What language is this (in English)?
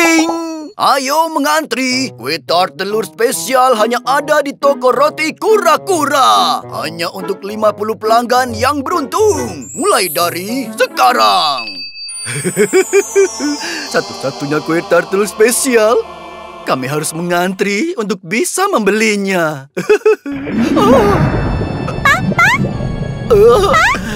Indonesian